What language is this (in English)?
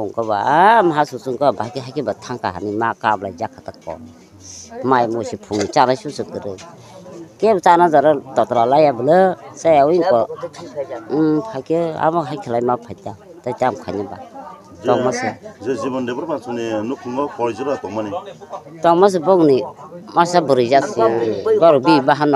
Kok Borok